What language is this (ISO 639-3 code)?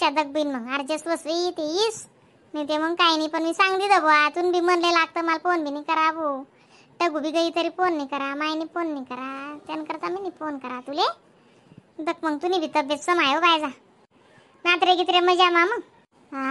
khn